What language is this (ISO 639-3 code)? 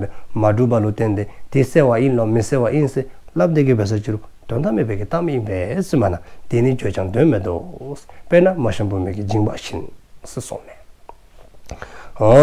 dzo